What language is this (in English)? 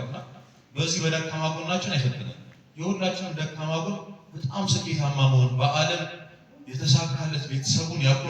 Amharic